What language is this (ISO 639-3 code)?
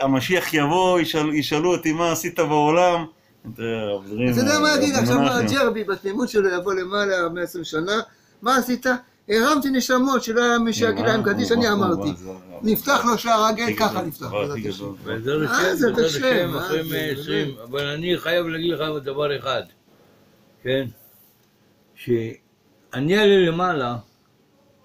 heb